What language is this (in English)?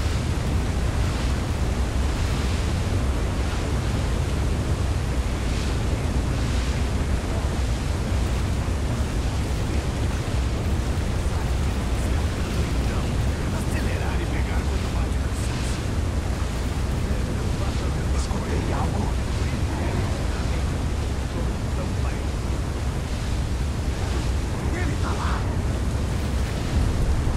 Portuguese